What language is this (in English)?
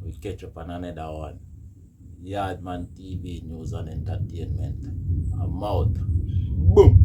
Jamaican Creole English